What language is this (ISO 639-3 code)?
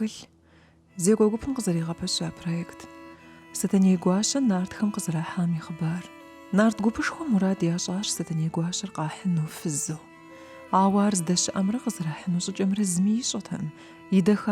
kbd